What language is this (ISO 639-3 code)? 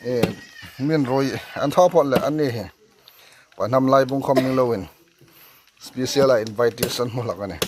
hmr